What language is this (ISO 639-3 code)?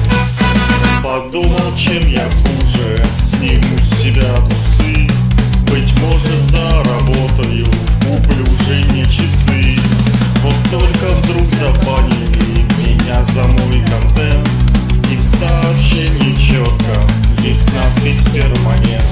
rus